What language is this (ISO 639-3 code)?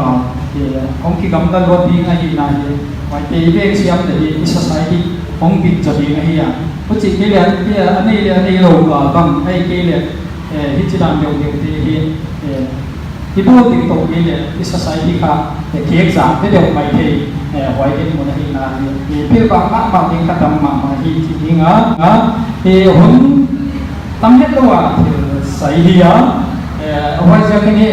pck